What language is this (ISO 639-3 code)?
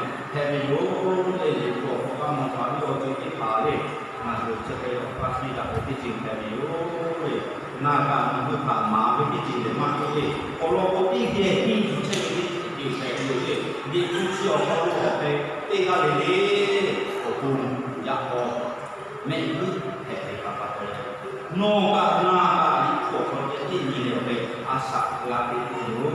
lhu